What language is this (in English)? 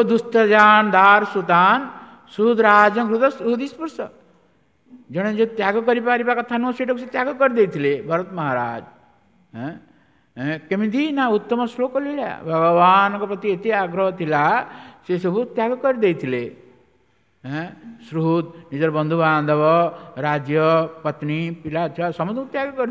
Odia